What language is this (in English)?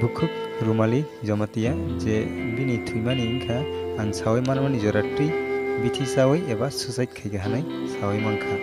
Kok Borok